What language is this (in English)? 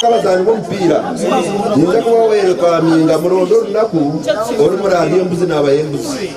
Nyankole